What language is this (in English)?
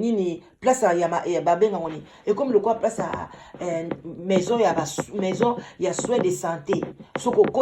Lingala